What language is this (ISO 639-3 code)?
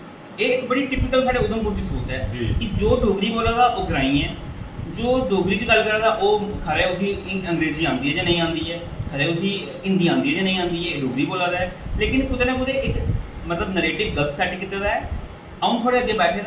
doi